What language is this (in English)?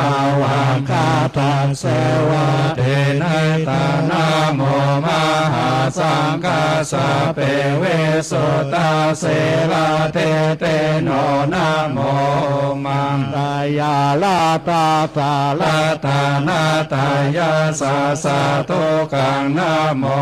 Pali